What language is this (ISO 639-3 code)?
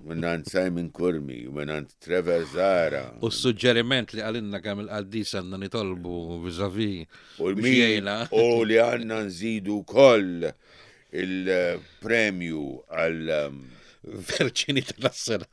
mlt